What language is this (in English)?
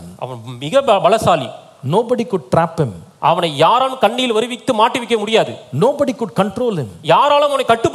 Tamil